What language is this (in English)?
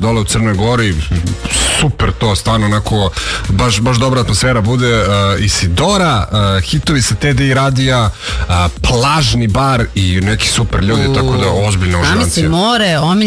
Serbian